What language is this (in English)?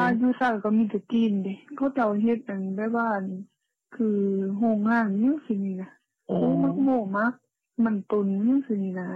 Lao